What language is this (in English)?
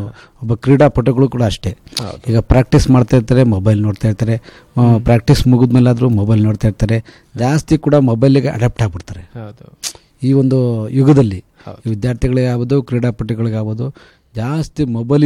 Kannada